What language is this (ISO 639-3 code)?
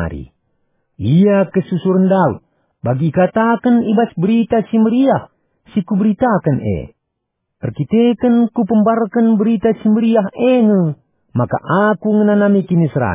btx